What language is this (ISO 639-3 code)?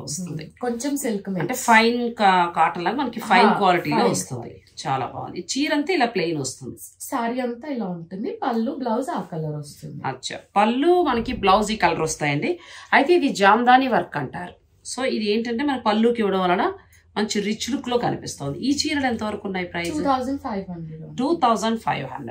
tel